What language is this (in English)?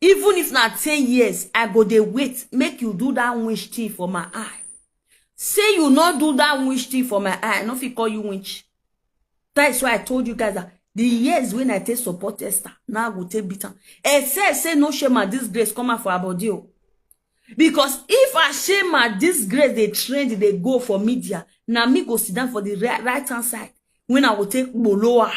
Nigerian Pidgin